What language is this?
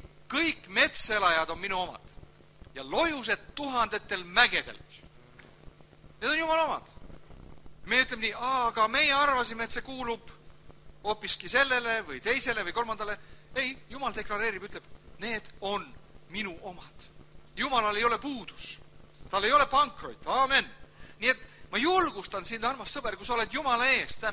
Estonian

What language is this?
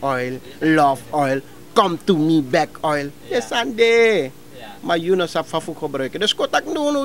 Sranan Tongo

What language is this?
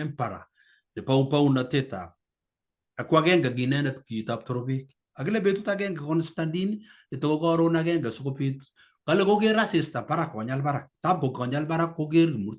Kalenjin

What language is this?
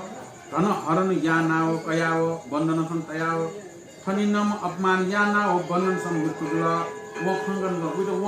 Newari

